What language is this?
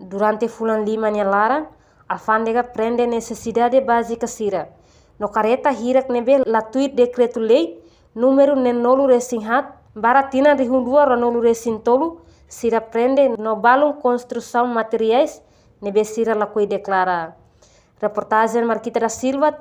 Tetum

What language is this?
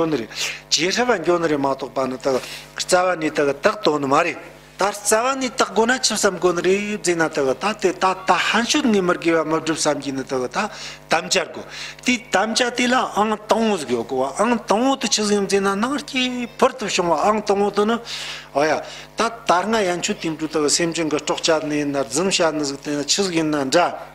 Tibetan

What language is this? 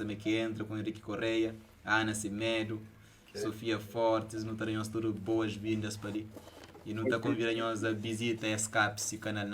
Kabuverdianu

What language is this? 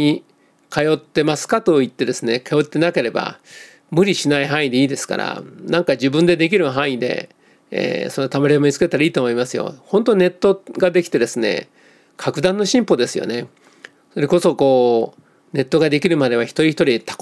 Japanese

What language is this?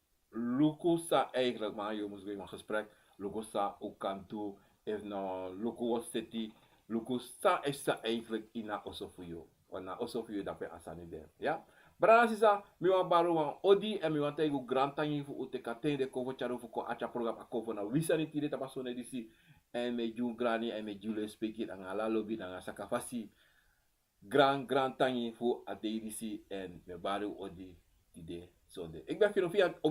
Sranan Tongo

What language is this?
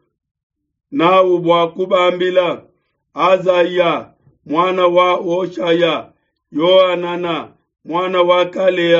Luba-Lulua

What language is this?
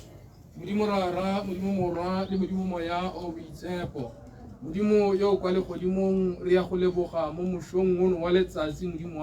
Tswana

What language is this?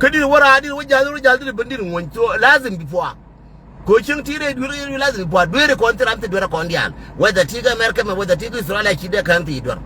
Nuer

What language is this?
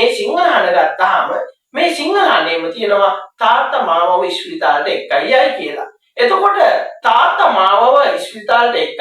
Sinhala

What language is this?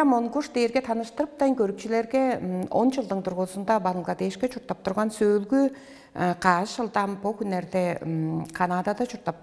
Tuvinian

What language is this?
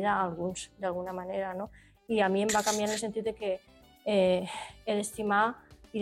Catalan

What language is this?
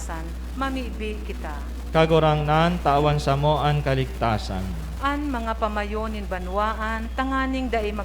Bikol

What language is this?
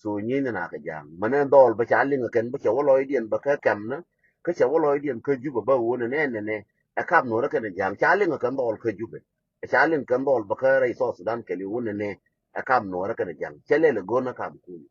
Nuer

